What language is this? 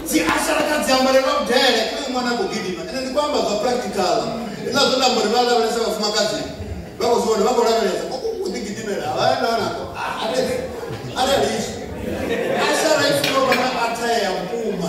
Venda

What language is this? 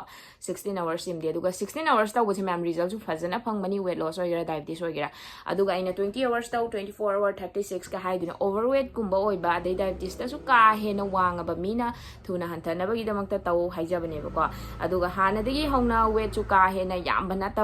Manipuri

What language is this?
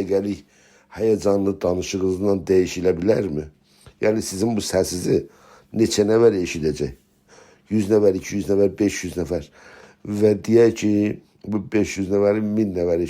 South Azerbaijani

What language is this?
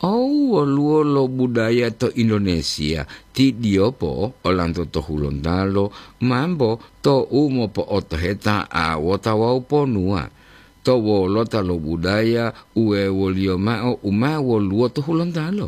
Gorontalo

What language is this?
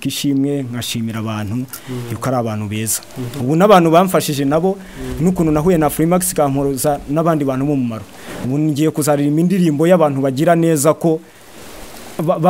Kinyarwanda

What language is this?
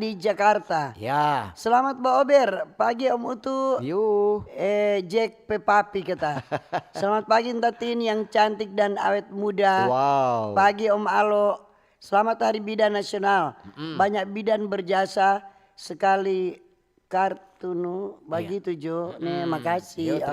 Manado Malay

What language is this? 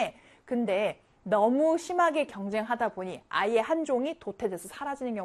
Korean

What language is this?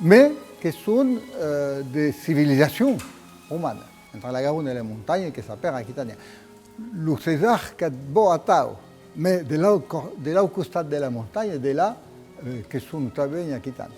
Occitan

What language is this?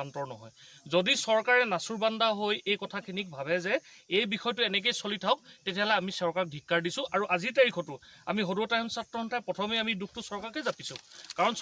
Assamese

